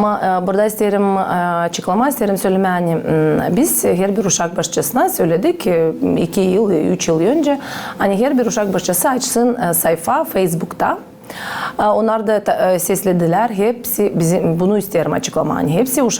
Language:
Gagauz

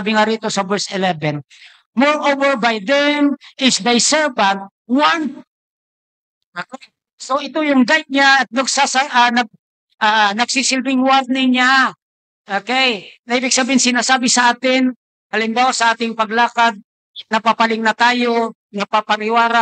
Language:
Filipino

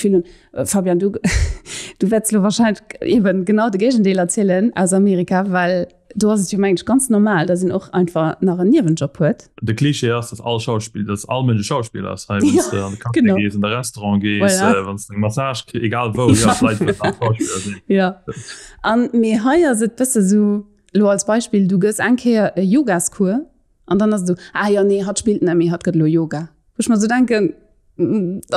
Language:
Luxembourgish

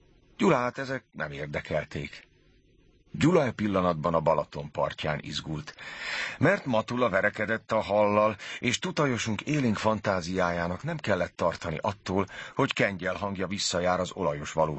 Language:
Hungarian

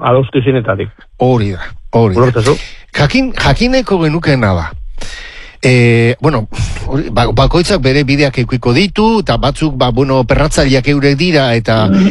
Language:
Basque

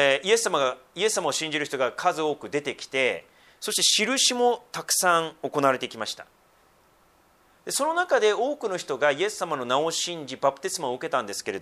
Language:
Japanese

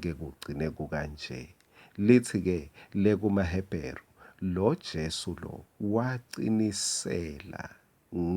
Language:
Swati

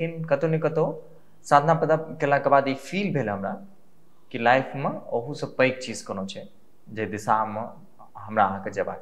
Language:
Maithili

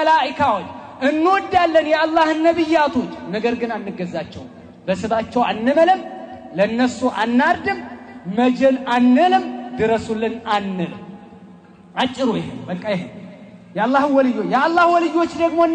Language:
Amharic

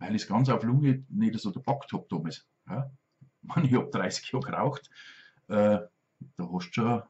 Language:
Bavarian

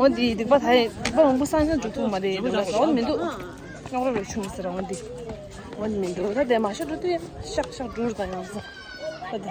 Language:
Tibetan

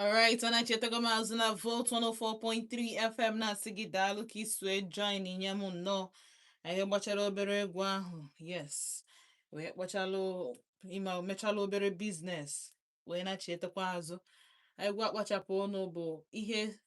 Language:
Igbo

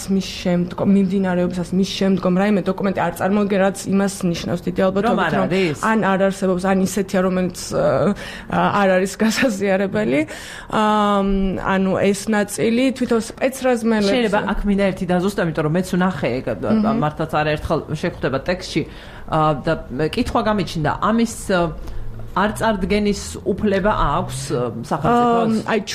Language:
Georgian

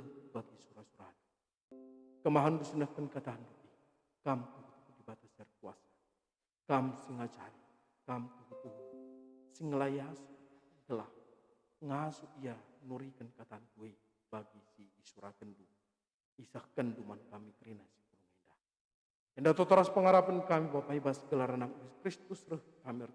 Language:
Batak Karo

